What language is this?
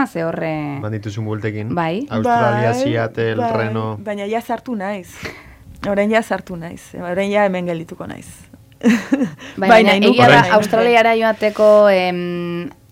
Basque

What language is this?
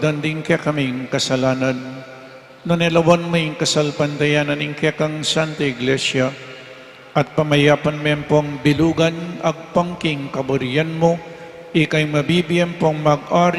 Pampanga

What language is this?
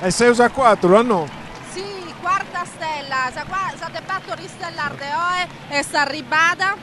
Sardinian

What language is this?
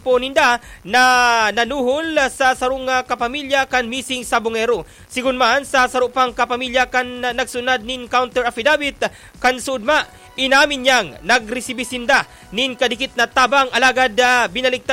Bikol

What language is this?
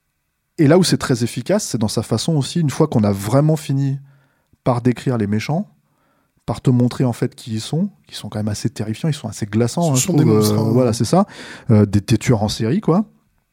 French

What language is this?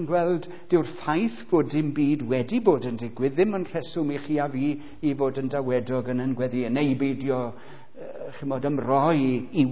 Welsh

